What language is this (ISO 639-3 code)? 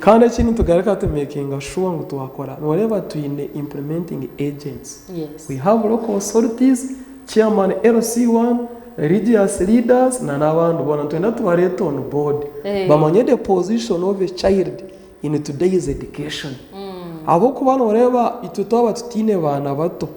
nyn